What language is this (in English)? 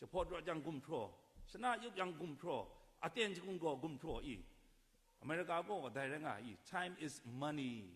Kachin